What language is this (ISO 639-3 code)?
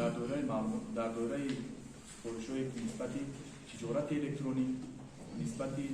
tgk